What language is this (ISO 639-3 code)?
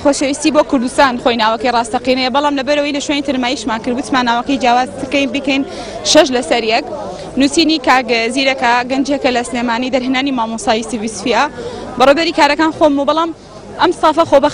ckb